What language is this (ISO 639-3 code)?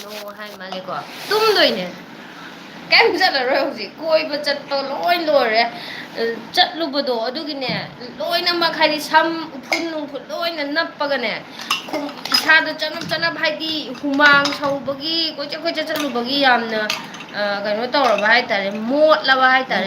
mni